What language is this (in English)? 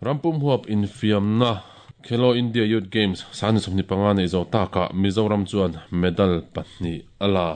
Mizo